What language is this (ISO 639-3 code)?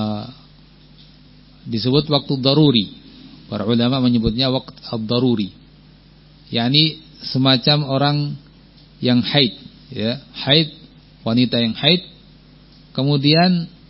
ind